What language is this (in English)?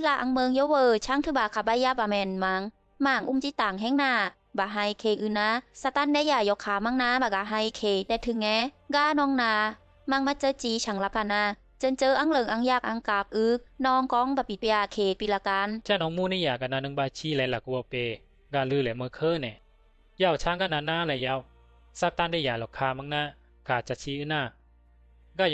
Bisu